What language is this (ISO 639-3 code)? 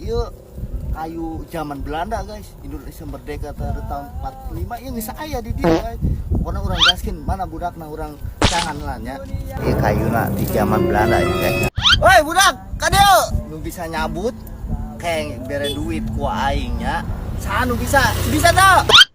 sun